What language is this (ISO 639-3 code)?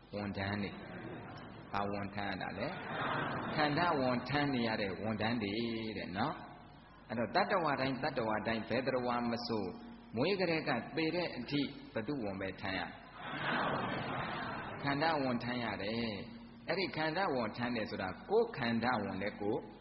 mya